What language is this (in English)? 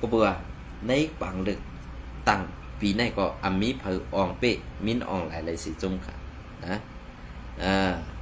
Shan